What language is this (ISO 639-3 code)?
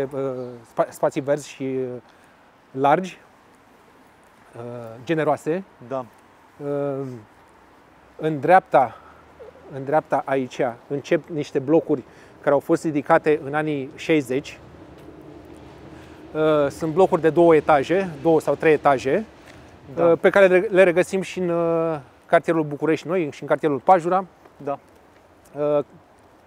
ron